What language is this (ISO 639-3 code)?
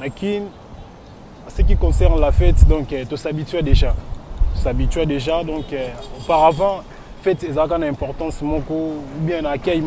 lin